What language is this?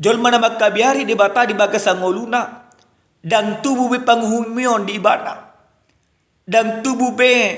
Batak Toba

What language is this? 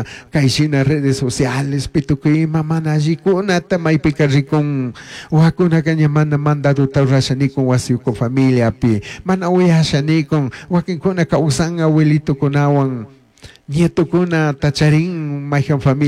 Chimborazo Highland Quichua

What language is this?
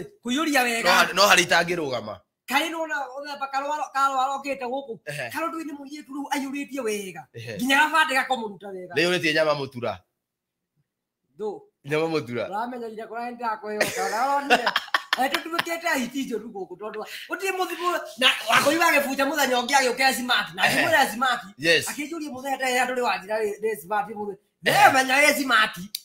Kikuyu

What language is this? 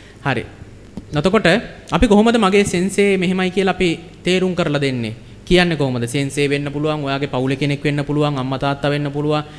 Sinhala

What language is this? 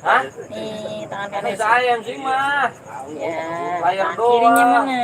Betawi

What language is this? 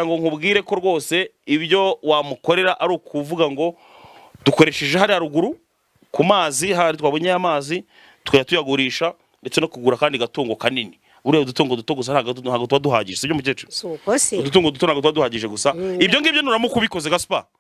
Kinyarwanda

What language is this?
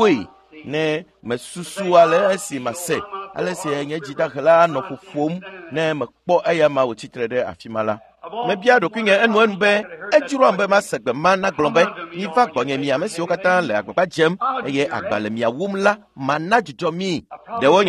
Ewe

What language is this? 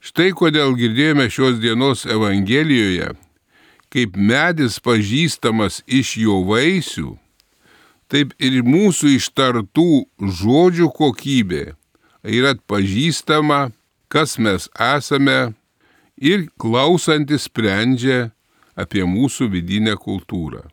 Lithuanian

